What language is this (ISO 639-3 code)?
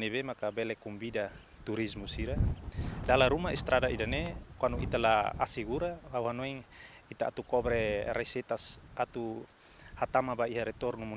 tet